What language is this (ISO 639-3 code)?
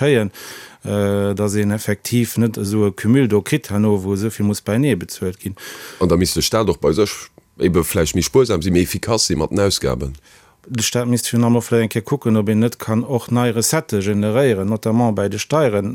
ltz